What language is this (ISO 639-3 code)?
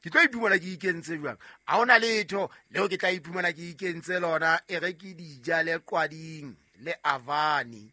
sot